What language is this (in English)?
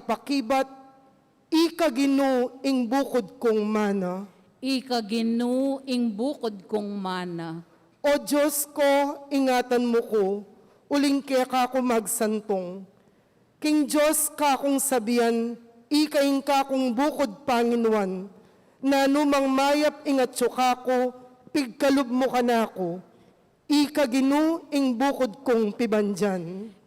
Pampanga